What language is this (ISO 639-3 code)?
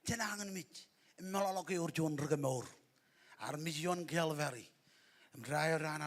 mah